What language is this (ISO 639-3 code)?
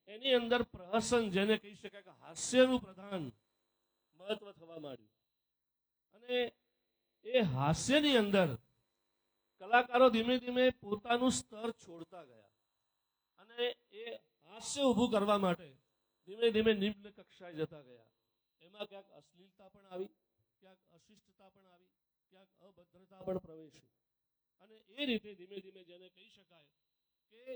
guj